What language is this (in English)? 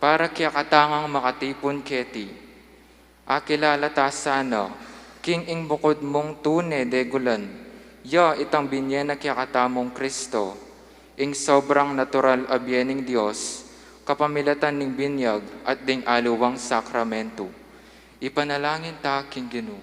Pampanga